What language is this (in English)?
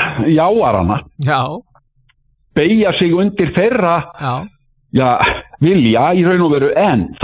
Icelandic